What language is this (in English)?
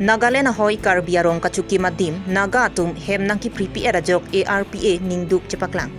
Karbi